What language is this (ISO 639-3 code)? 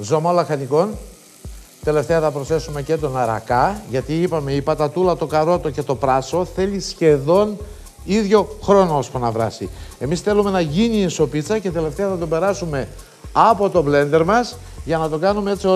ell